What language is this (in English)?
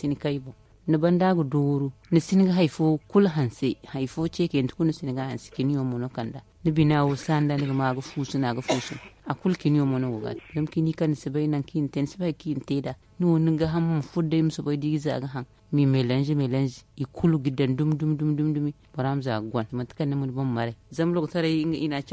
Zarma